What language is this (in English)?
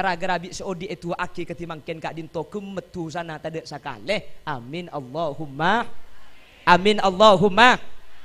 Madurese